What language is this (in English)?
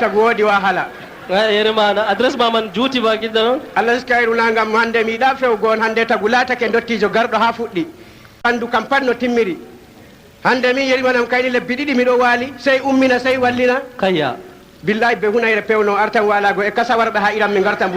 Fula